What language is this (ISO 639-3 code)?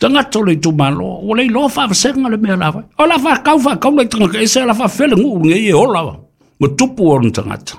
smo